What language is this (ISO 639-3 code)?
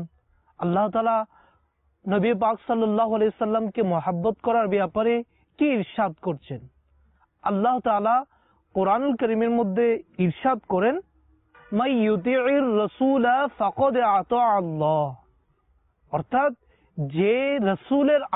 ben